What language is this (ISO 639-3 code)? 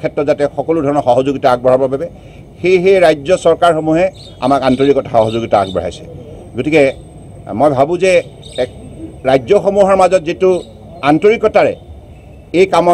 asm